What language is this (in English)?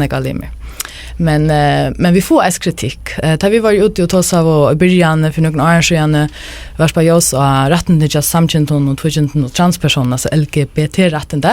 Faroese